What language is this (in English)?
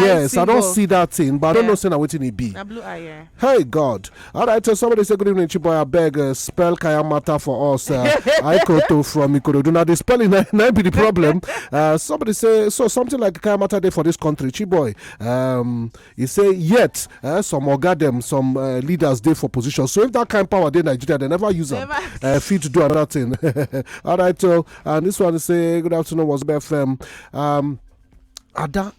Nigerian Pidgin